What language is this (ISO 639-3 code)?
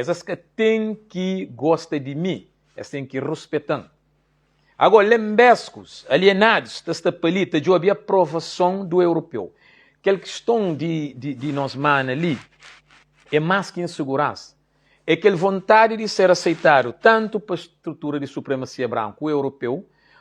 kea